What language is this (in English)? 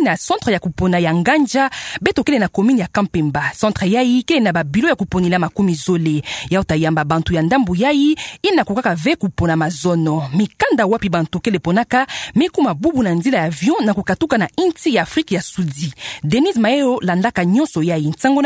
Kituba (Democratic Republic of Congo)